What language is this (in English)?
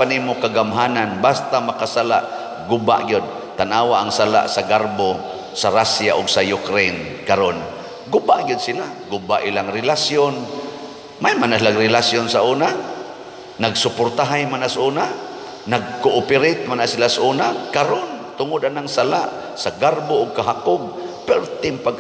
Cebuano